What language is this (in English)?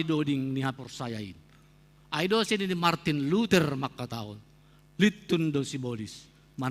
Batak Simalungun